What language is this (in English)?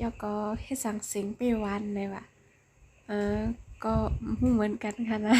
Shan